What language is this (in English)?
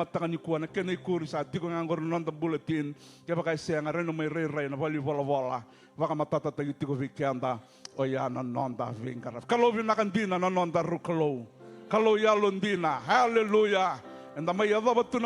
Fijian